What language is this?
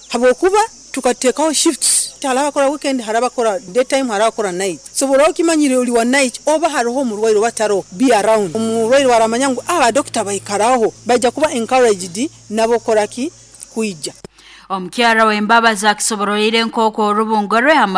Nyoro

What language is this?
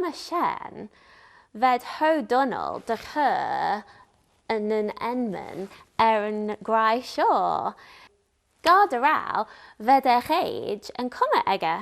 Manx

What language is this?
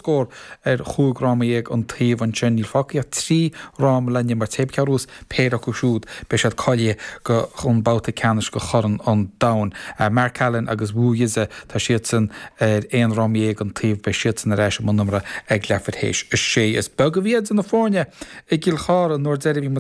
Irish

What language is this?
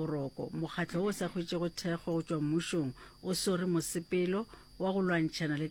Northern Sotho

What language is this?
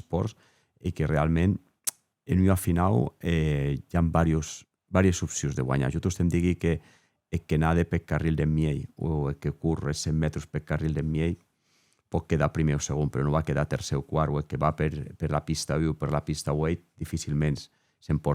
Occitan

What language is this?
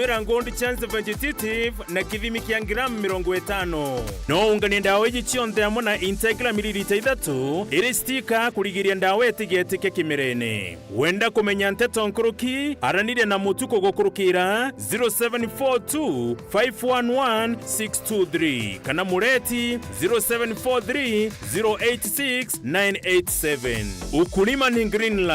Meru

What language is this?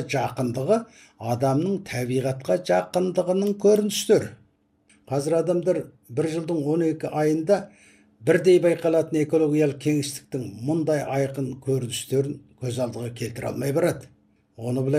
Kazakh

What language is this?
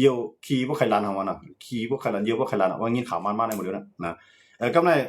Shan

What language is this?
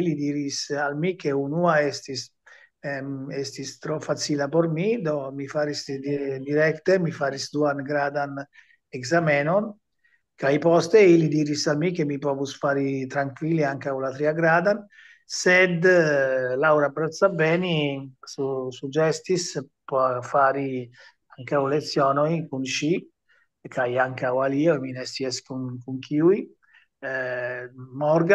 Esperanto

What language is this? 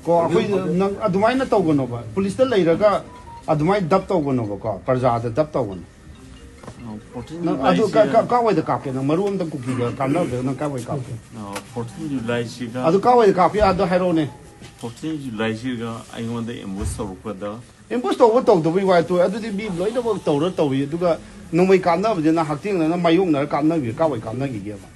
Manipuri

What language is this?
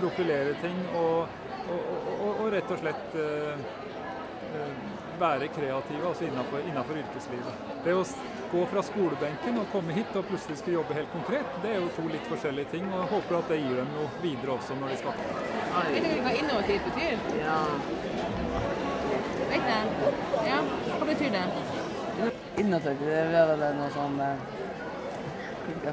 Norwegian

